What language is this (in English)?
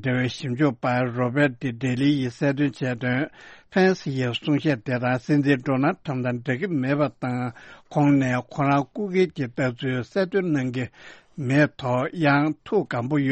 Tibetan